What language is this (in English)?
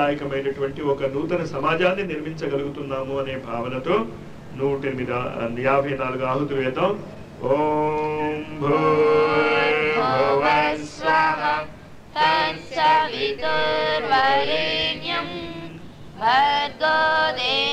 Telugu